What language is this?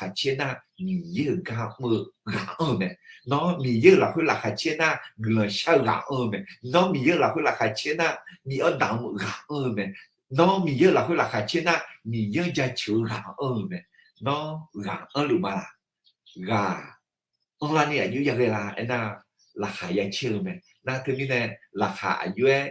Akha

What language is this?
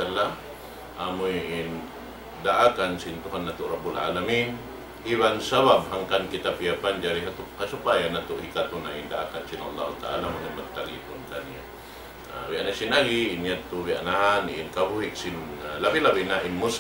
Tausug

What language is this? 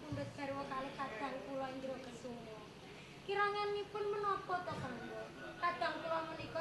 Javanese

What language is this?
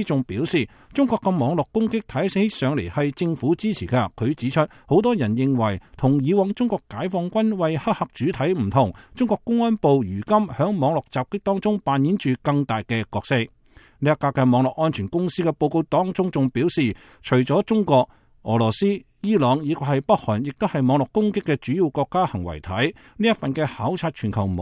Cantonese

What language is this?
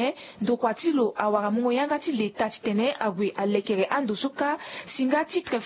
Sango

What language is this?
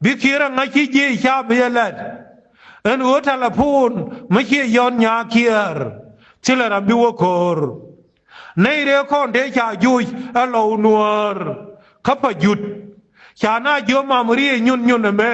Nuer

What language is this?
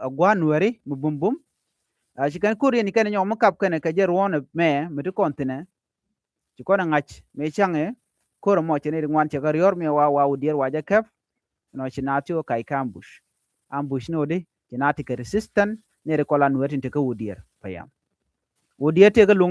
Nuer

